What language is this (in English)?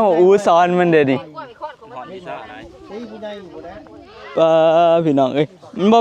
Northeastern Thai